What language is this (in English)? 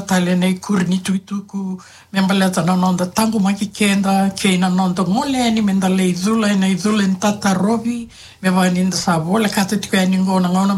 Fijian